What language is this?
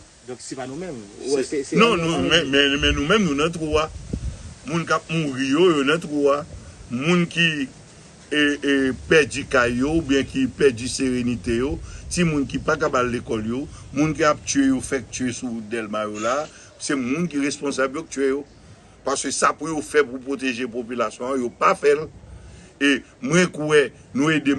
Haitian Creole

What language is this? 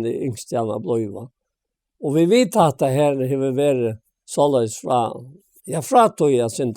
Faroese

